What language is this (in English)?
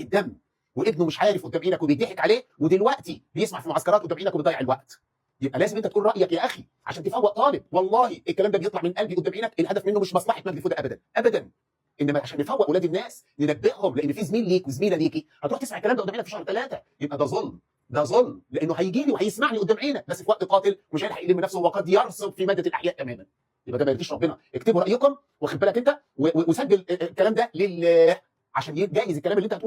Egyptian Arabic